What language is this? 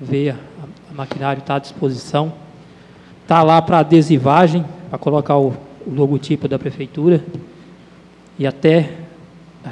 Portuguese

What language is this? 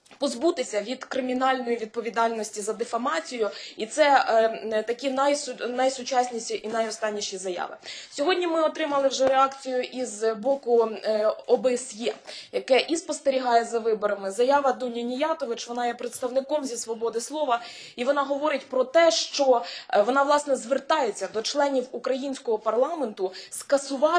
Ukrainian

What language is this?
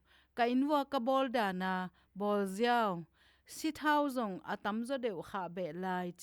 Tedim Chin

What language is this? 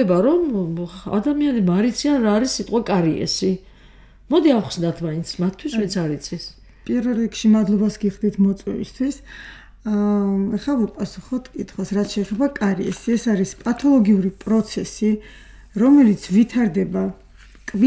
Georgian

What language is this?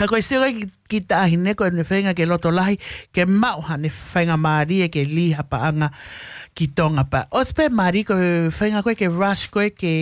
Tongan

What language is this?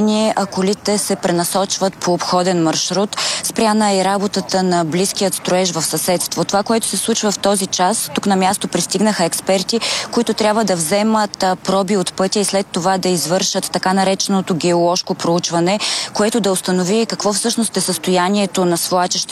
Bulgarian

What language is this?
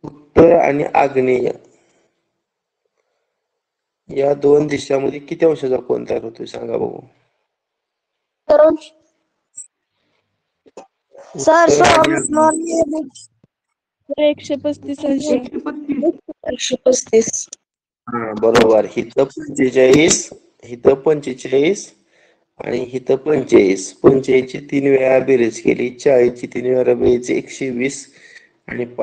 Marathi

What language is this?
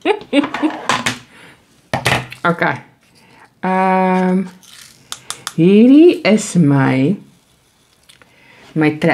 Afrikaans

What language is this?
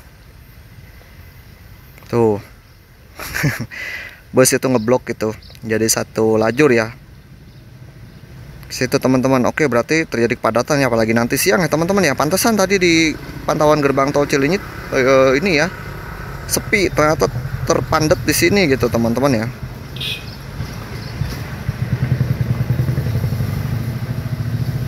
Indonesian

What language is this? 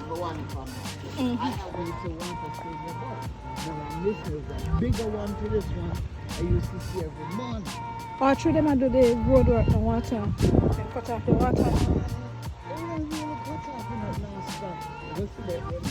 Jamaican Creole English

